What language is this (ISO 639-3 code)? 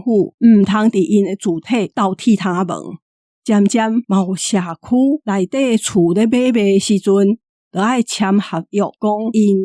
nan